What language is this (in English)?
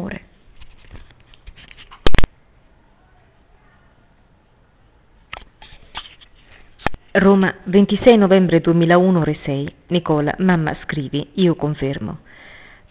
Italian